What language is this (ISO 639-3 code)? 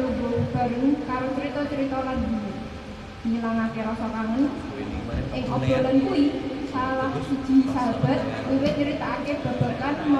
jav